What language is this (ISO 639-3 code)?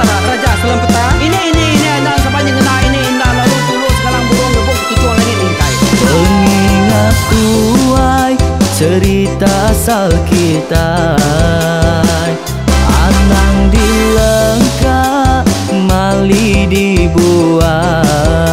iba